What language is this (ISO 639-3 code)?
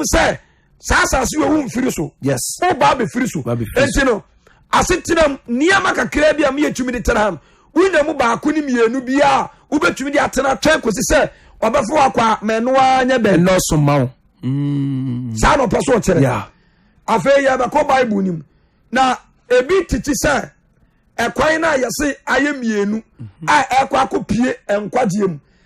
aka